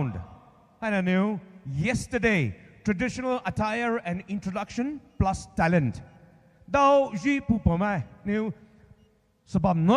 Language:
Poumei Naga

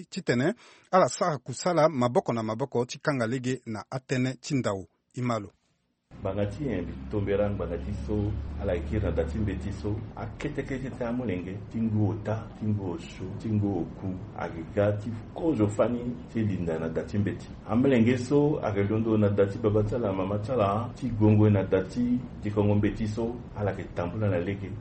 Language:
Sango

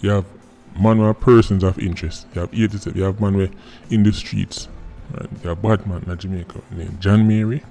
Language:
Jamaican Creole English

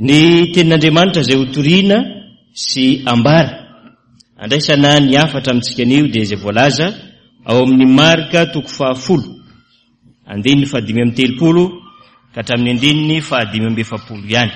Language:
Malagasy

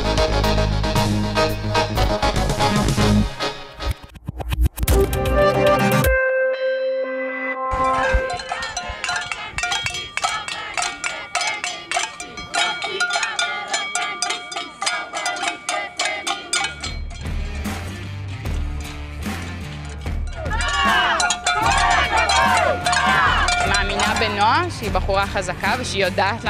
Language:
Hebrew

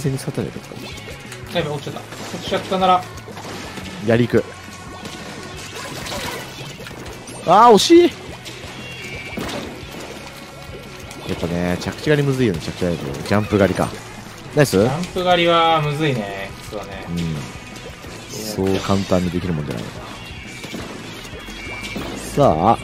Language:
Japanese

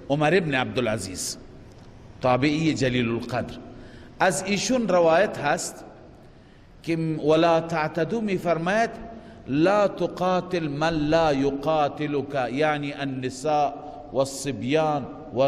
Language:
Persian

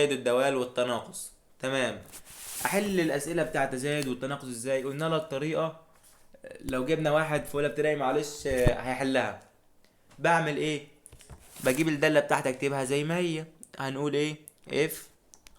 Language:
Egyptian Arabic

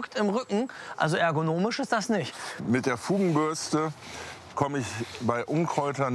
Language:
German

